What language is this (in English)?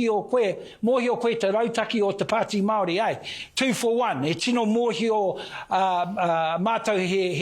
Māori